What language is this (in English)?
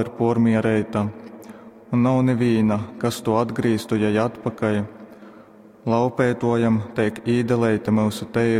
Latgalian